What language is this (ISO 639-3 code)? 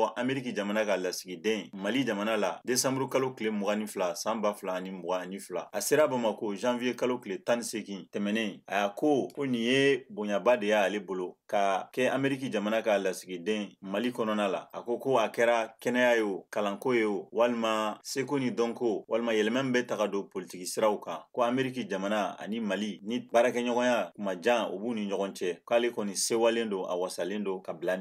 bam